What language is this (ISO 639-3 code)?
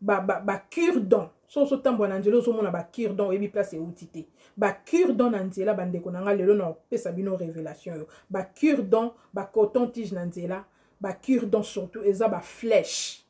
lin